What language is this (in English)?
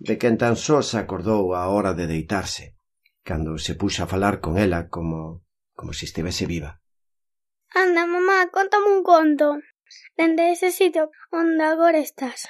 Galician